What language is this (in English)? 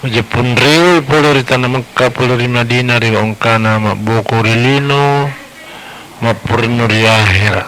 Buginese